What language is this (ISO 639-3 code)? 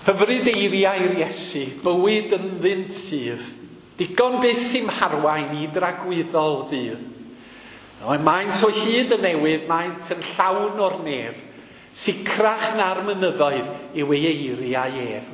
cym